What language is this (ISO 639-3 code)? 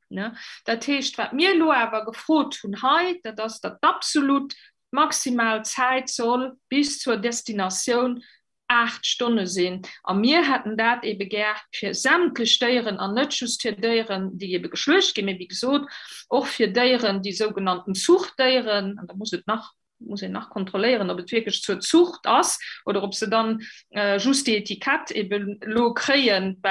ltz